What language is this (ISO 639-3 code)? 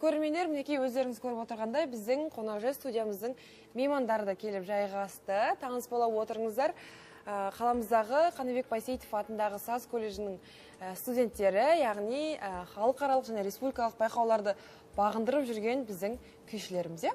kaz